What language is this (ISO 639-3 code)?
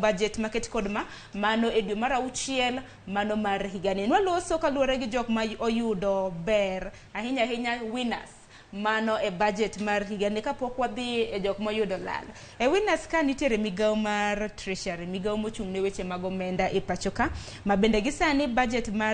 luo